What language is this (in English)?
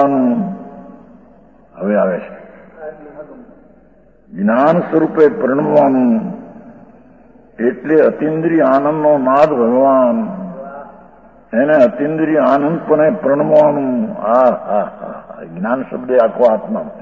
Gujarati